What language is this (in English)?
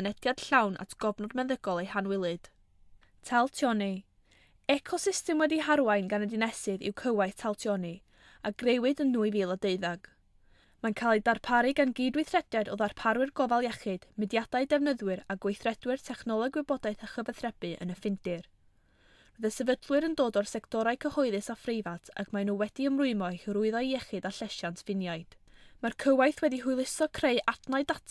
Welsh